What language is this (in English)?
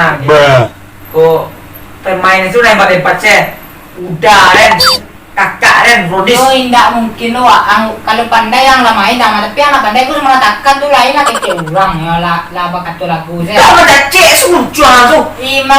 Minangkabau